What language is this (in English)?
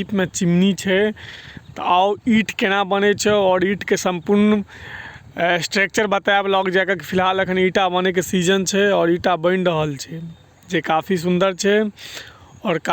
Maithili